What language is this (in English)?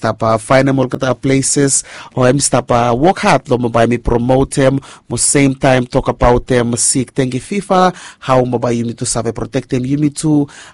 Bislama